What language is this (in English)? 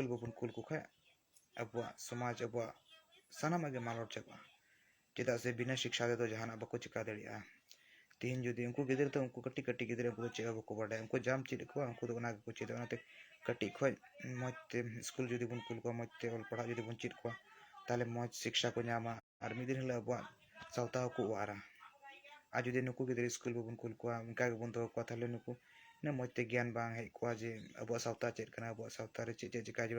Santali